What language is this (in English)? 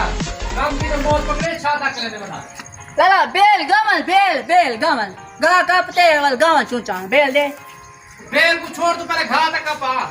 Saraiki